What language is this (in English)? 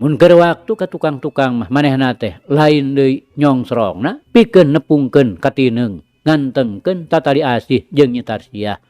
Sundanese